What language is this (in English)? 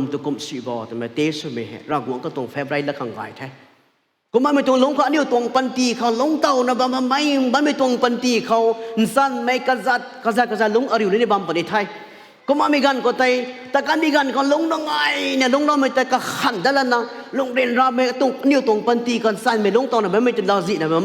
Rongmei Naga